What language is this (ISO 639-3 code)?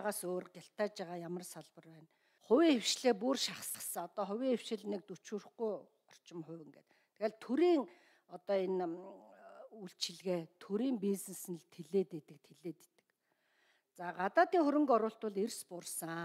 mon